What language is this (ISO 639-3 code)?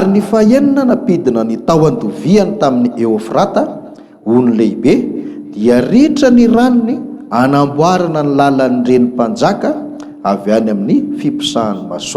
mlg